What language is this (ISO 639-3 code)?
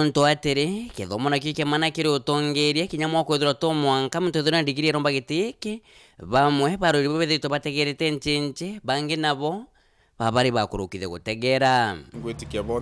mer